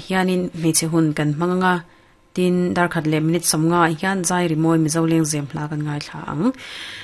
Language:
Mizo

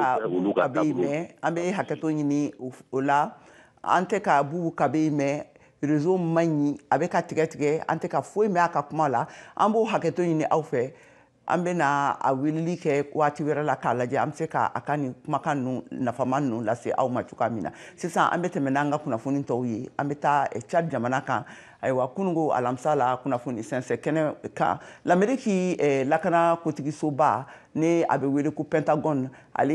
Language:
Bambara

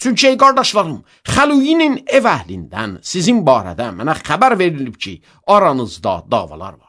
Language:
Azerbaijani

